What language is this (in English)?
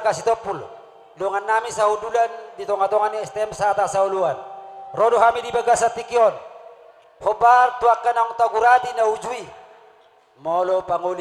Batak Toba